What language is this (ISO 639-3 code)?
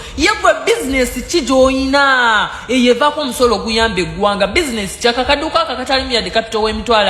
lug